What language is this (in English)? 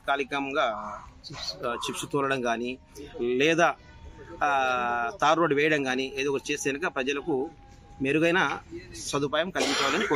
Telugu